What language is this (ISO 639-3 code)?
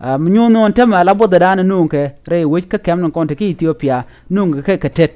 nus